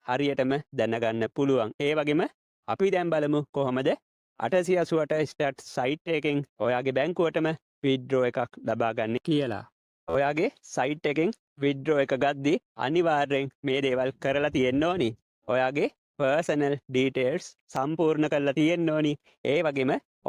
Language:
Sinhala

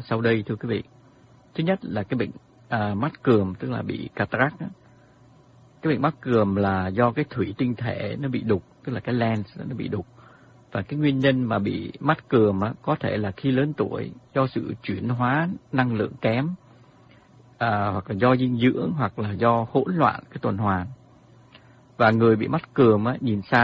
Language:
Vietnamese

